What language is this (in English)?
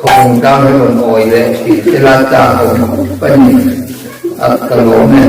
Mizo